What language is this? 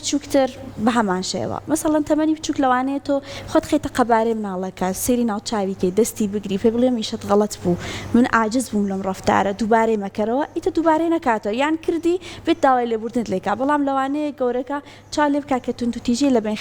Central Kurdish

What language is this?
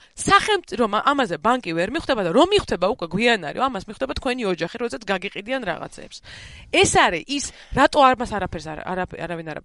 Georgian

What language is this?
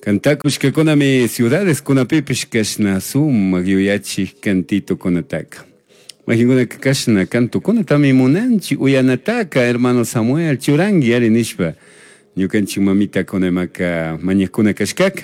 Chimborazo Highland Quichua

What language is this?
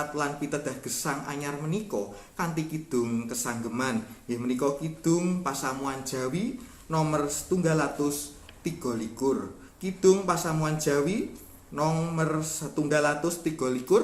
Javanese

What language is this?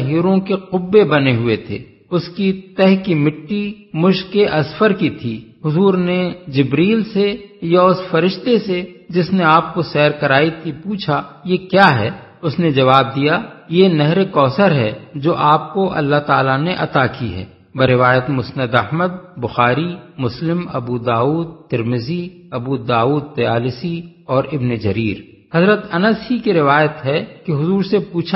Urdu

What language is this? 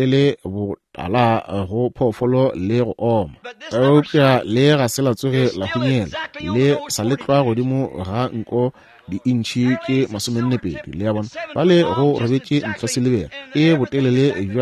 Northern Sotho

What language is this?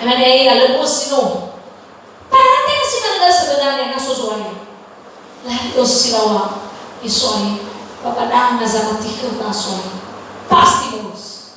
Nias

